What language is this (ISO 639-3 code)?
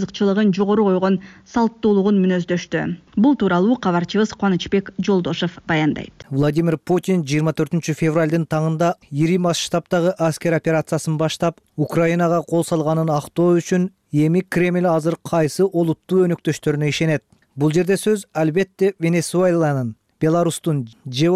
kir